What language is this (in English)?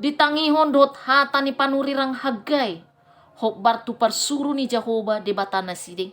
Batak Toba